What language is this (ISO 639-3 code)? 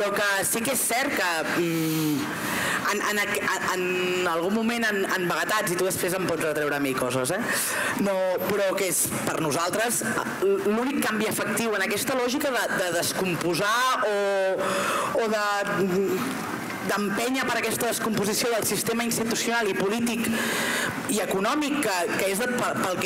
cat